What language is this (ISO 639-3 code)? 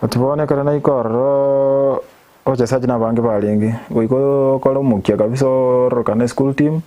guz